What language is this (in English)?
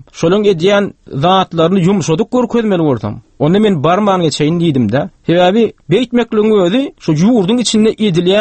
Turkmen